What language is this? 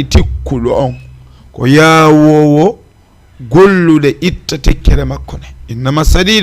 Fula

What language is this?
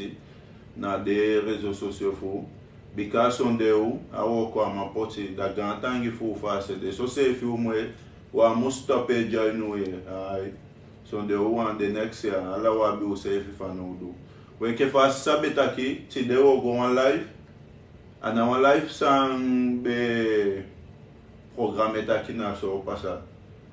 Sranan Tongo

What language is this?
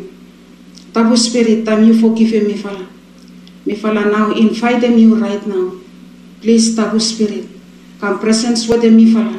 Bislama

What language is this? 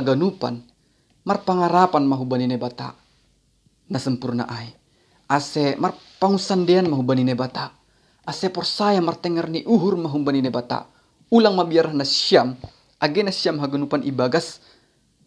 Batak Simalungun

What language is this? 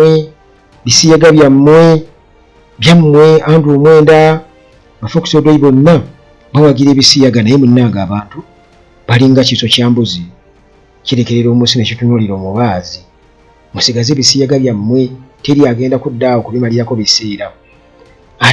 Ganda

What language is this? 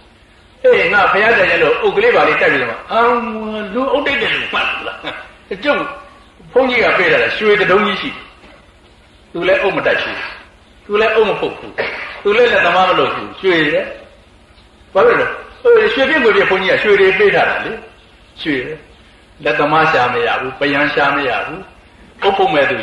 Burmese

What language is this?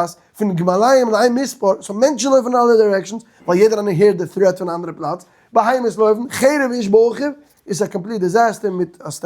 Yiddish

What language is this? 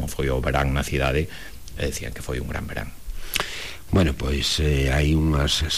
Galician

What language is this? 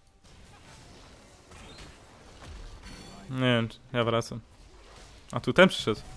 Polish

